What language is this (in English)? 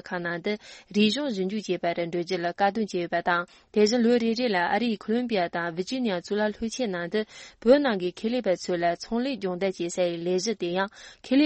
Tibetan